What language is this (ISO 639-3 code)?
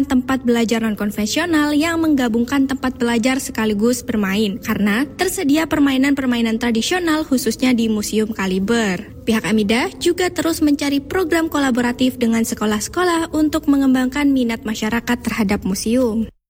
ind